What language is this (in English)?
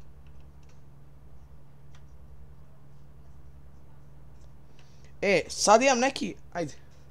Serbian